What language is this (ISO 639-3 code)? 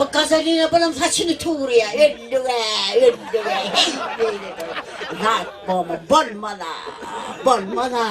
tuk